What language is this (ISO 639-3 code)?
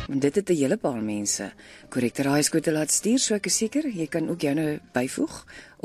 afr